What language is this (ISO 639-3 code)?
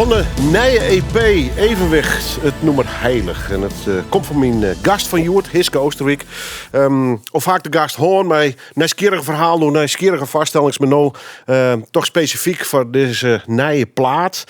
fry